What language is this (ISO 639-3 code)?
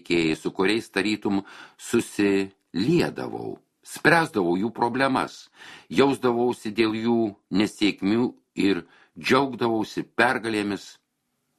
lit